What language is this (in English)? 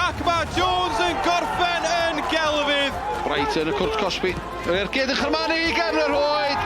Welsh